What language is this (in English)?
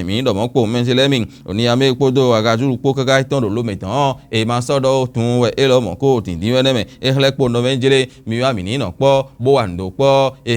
Fon